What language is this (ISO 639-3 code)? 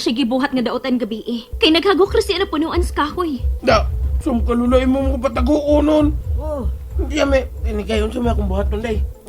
ceb